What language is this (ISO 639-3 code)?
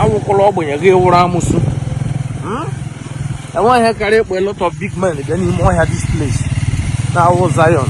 ibo